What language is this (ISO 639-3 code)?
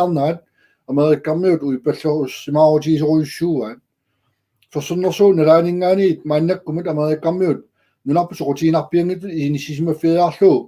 kal